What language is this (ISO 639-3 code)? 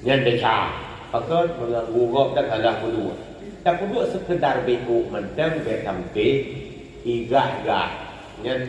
ace